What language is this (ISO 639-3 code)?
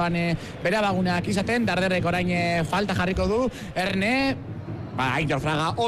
eus